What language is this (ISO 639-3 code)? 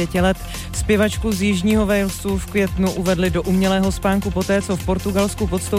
ces